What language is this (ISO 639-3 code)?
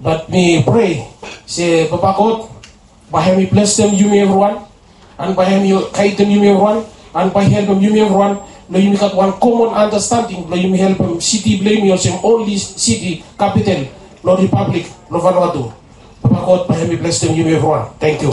bis